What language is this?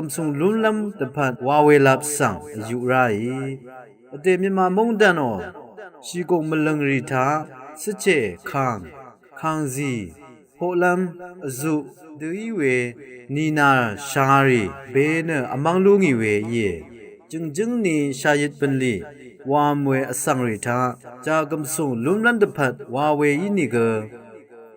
Rawang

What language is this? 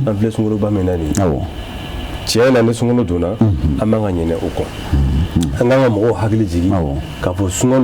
Bambara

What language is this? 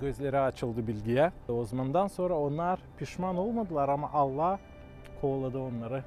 Gagauz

